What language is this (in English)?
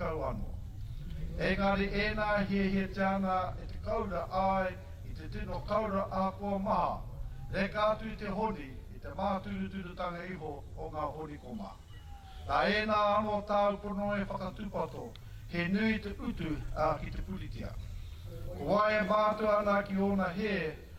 Māori